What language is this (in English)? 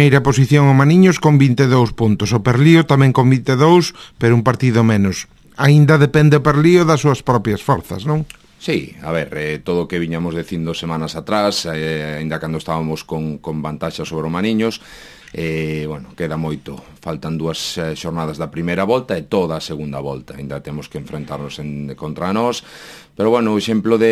Galician